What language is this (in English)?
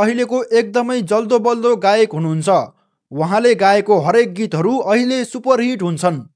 Nepali